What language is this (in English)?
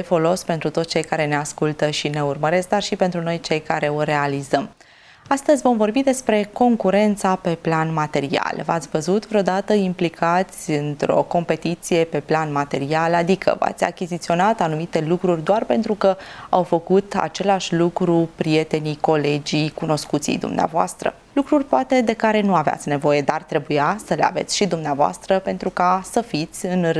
Romanian